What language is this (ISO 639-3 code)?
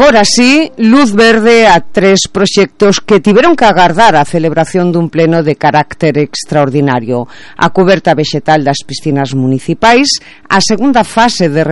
glg